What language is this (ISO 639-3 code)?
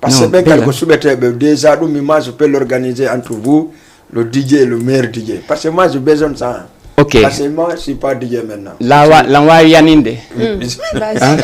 ful